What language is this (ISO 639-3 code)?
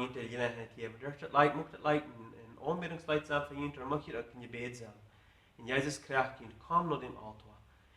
pdt